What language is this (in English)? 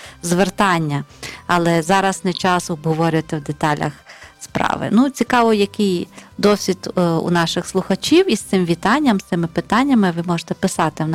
Ukrainian